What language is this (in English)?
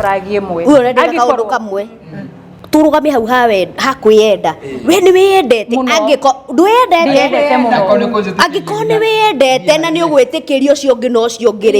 Kikuyu